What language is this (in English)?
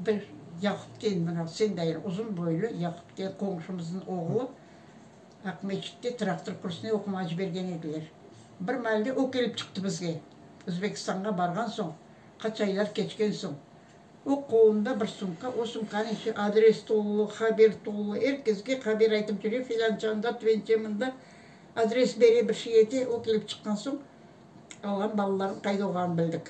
Crimean Tatar